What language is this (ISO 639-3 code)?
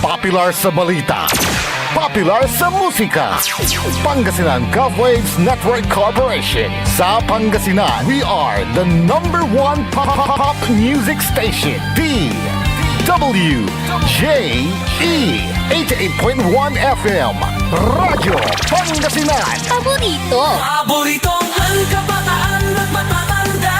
pag